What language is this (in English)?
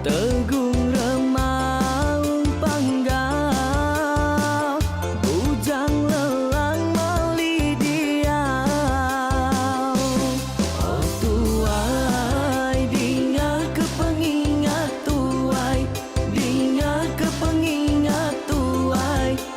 Iban